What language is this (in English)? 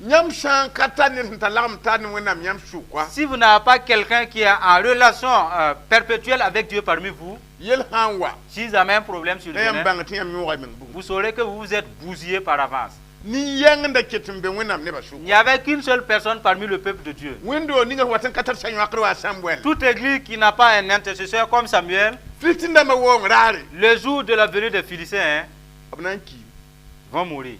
Mossi